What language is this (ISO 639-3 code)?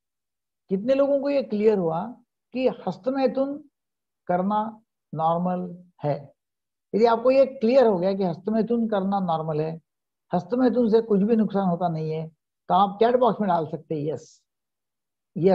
hin